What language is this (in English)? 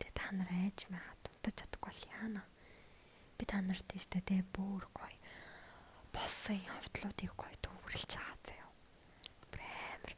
Mongolian